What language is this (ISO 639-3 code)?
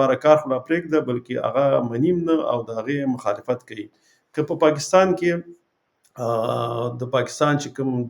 pus